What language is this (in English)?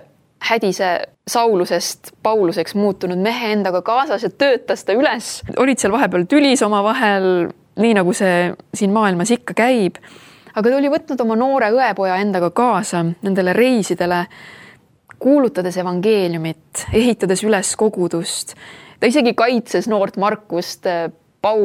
Estonian